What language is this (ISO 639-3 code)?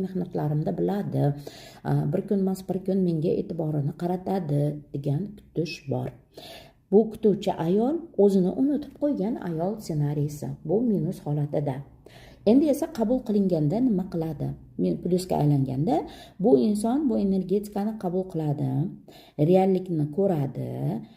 uzb